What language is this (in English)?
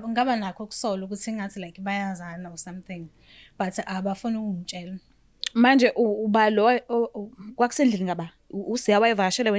Zulu